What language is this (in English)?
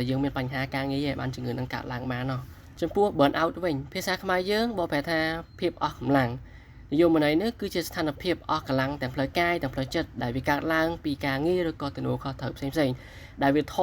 Khmer